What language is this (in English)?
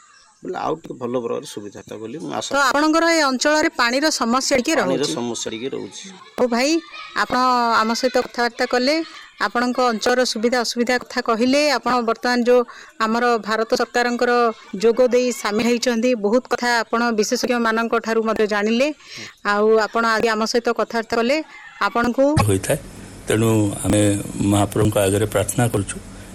Odia